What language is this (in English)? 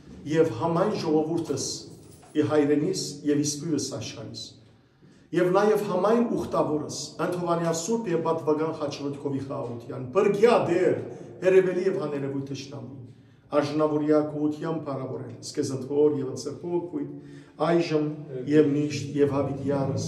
Western Armenian